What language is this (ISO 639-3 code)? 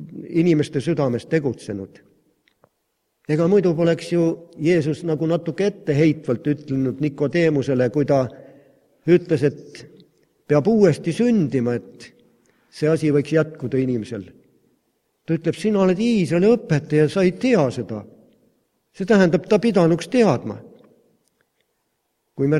est